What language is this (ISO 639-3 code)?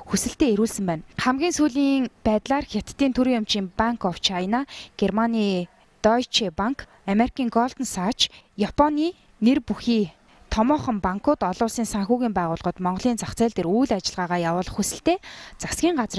mon